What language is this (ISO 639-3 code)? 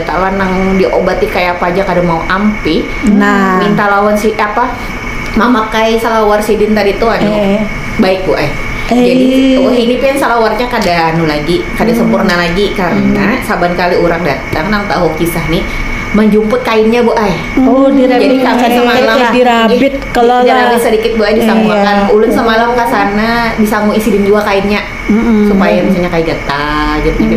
bjn